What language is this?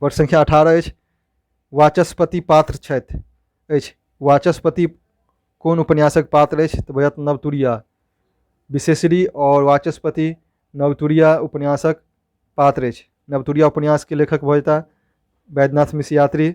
Maithili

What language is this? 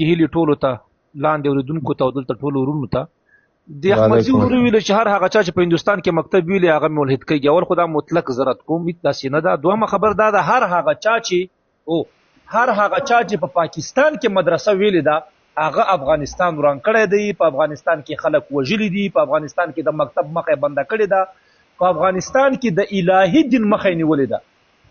Pashto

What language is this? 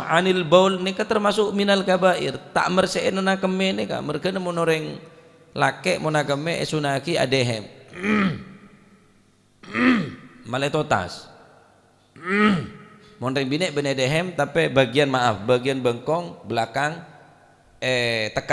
Madurese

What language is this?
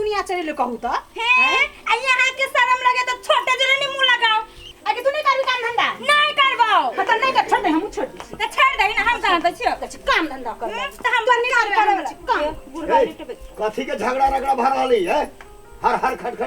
Maithili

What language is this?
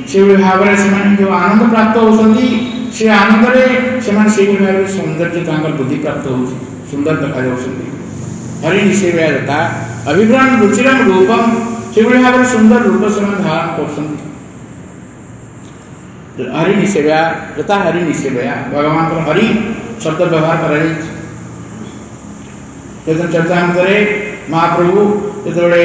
Odia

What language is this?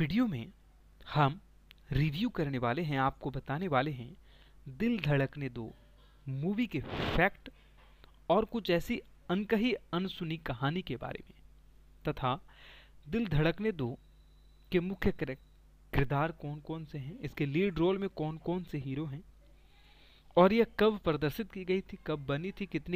Hindi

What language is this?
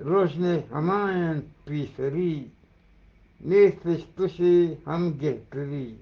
Eastern Balochi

